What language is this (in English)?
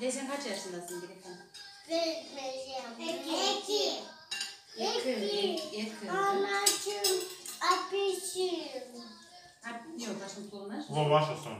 Crimean Tatar